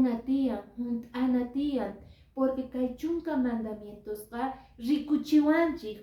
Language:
Quechua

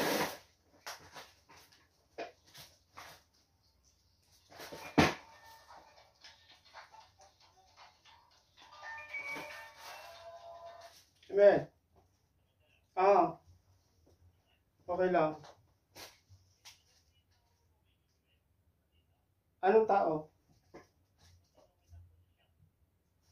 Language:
Filipino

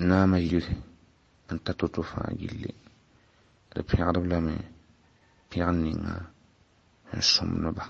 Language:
Mossi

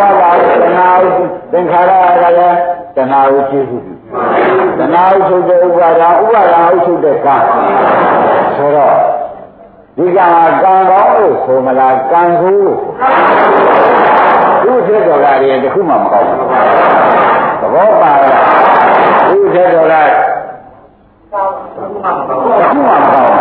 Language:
Burmese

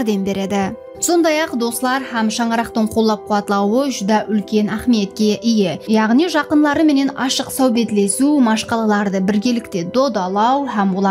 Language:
Kara-Kalpak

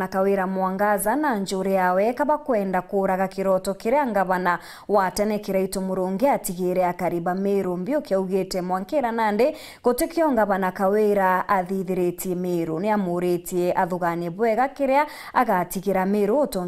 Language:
Meru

